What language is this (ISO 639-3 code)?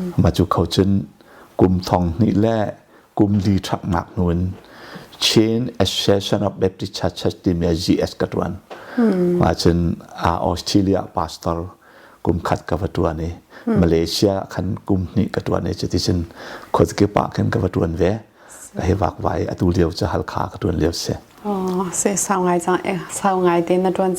cnh